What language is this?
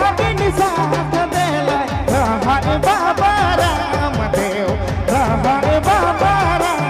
Sadri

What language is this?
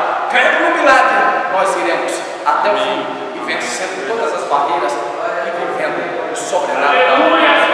Portuguese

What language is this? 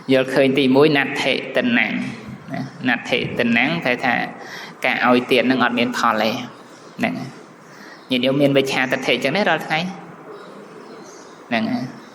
Khmer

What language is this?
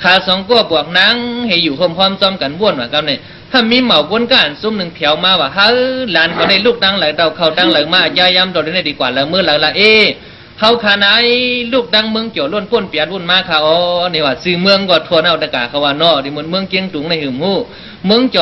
Shan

